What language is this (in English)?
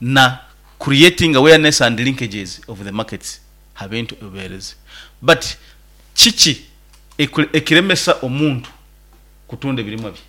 Nyoro